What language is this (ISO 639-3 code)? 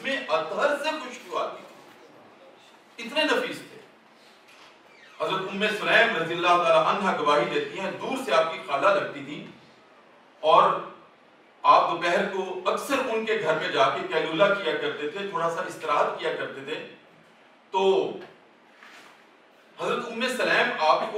urd